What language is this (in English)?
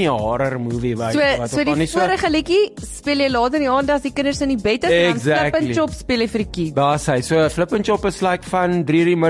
Afrikaans